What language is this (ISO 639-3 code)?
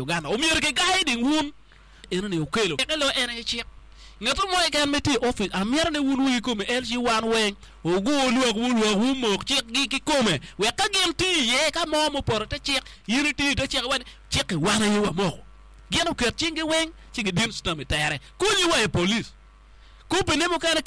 ach